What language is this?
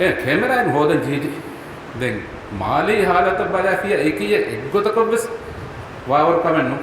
Sinhala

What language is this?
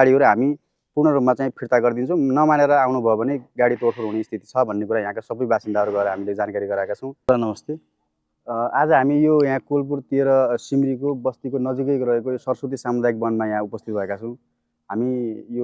Nepali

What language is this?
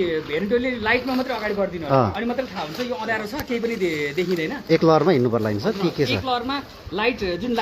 Nepali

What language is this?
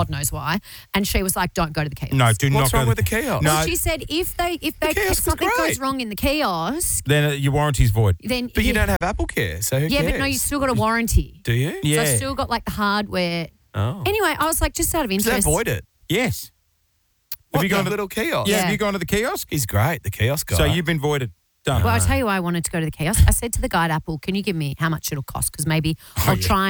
English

